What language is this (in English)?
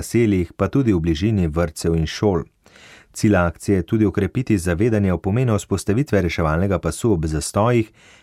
Slovenian